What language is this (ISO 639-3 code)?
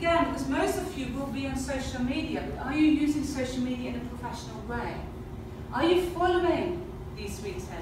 eng